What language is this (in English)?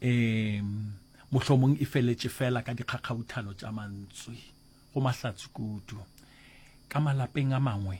Northern Sotho